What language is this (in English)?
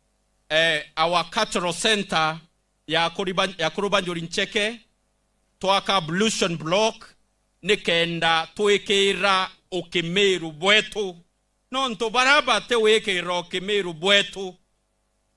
Meru